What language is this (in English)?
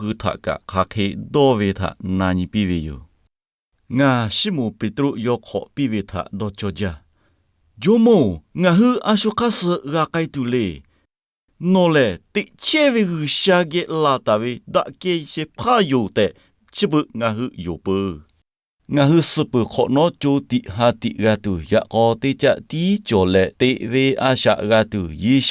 Lahu